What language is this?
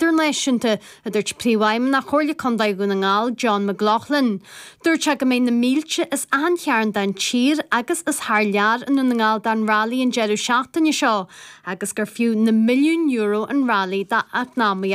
Irish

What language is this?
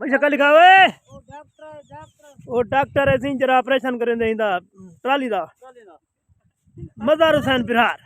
Saraiki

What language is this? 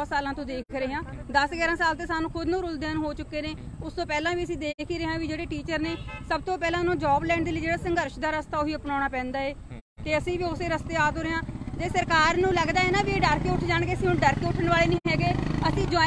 Punjabi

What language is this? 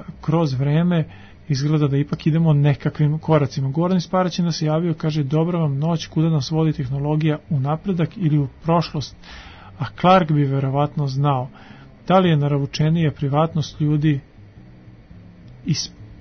Serbian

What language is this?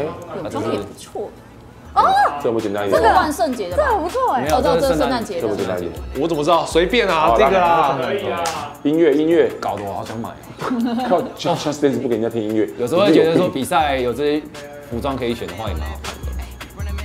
Chinese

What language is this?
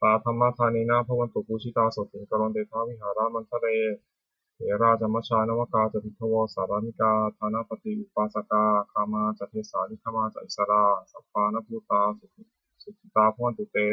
Pali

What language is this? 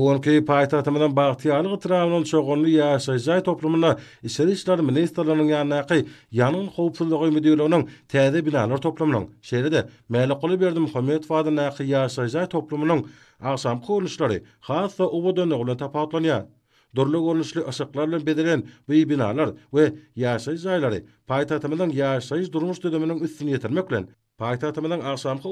Turkmen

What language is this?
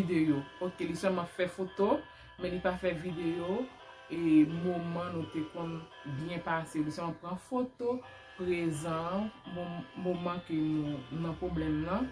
Haitian Creole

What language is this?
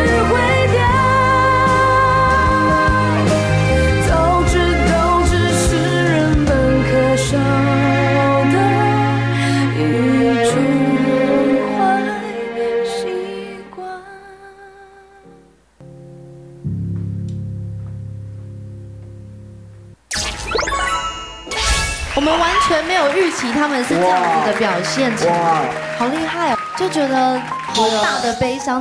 Chinese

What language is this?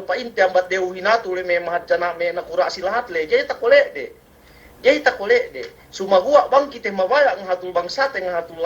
Yakan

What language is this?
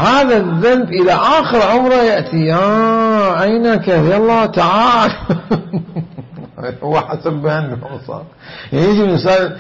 Mesopotamian Arabic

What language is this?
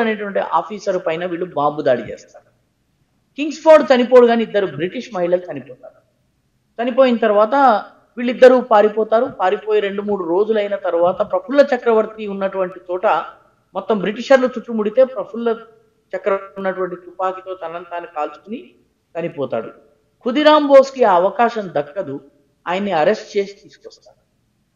Telugu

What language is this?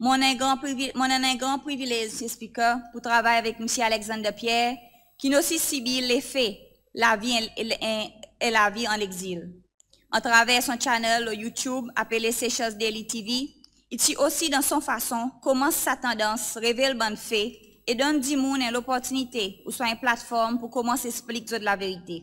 Seselwa Creole French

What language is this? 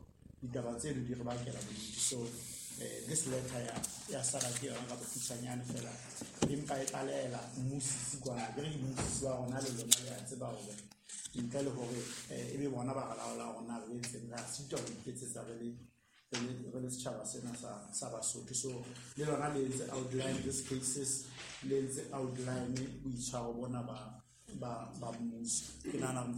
Southern Sotho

